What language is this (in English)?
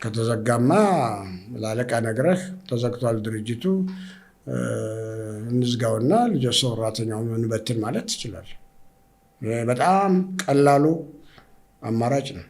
Amharic